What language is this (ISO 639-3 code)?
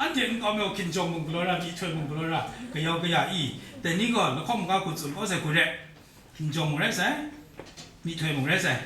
kac